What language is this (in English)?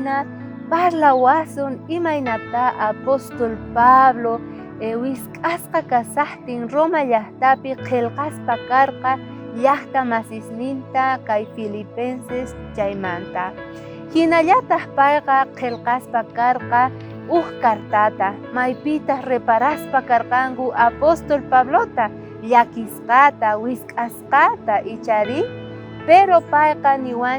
South Bolivian Quechua